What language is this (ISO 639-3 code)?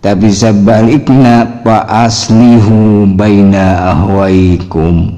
sun